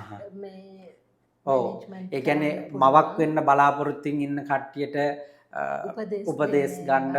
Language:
Sinhala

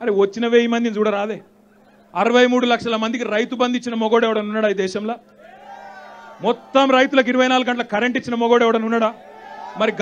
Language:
Telugu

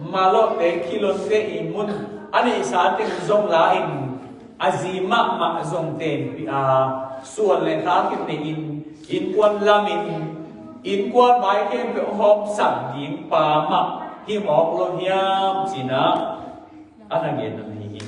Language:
Tedim Chin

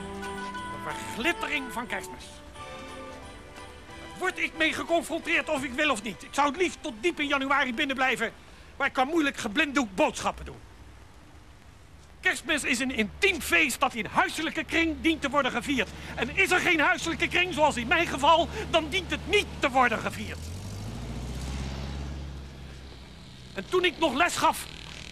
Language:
Dutch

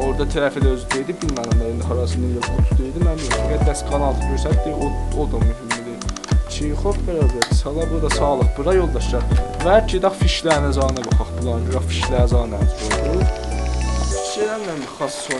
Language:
South Azerbaijani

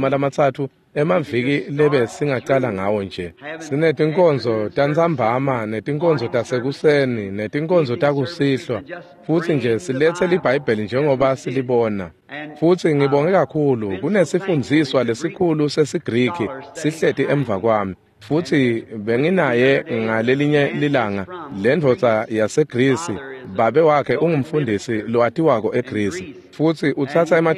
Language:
Swati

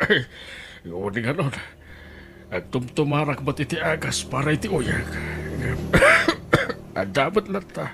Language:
Iloko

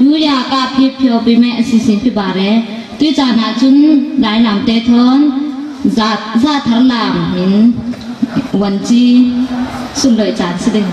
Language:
Falam Chin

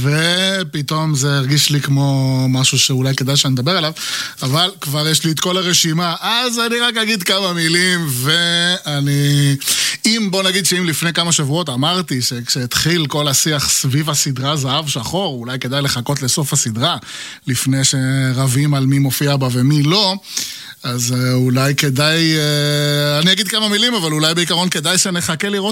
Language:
Hebrew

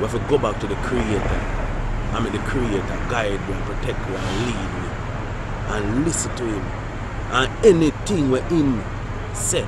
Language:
Jamaican Creole English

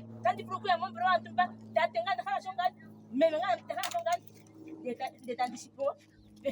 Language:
Ndonga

